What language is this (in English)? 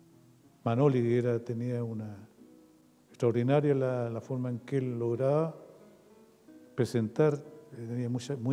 Spanish